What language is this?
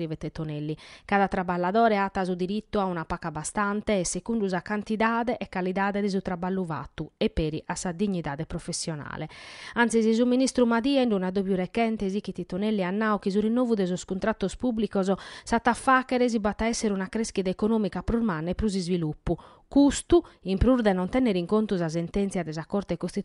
Sardinian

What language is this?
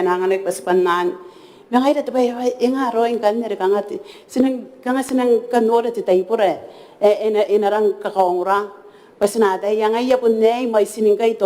Gilbertese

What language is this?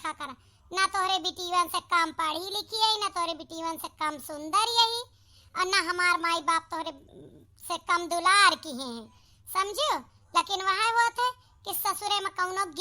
Awadhi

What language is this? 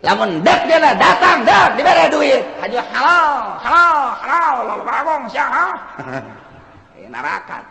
Sundanese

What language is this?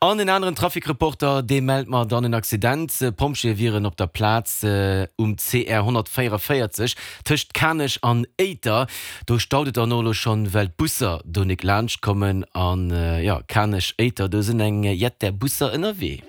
Luxembourgish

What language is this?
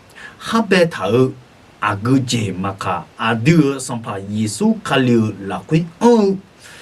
Akha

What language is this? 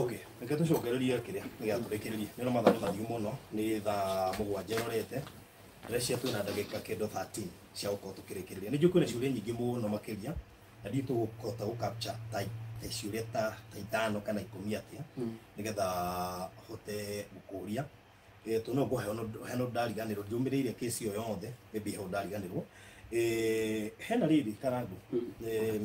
Kikuyu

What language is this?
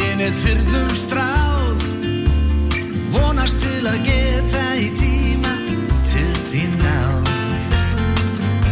Icelandic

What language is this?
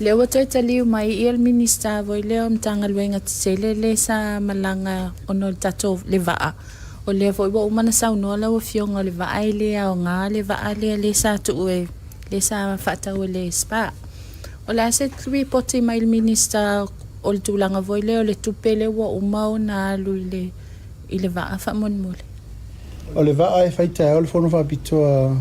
Samoan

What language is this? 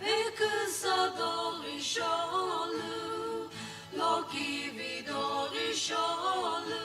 Sumi Naga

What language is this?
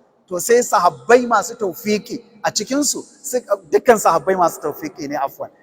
Hausa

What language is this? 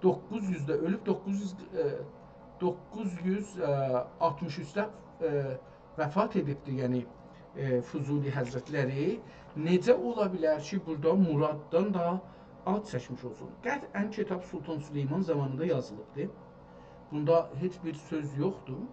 South Azerbaijani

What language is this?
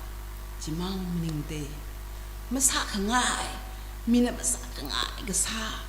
Tangkhul Naga (India)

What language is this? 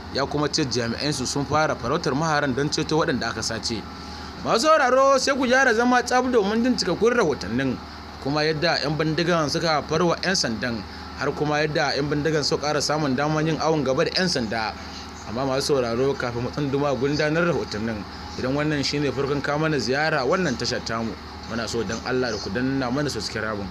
Hausa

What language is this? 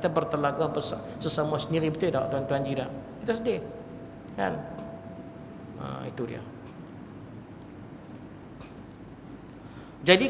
Malay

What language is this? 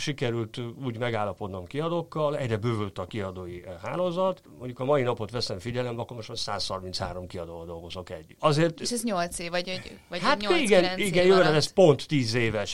Hungarian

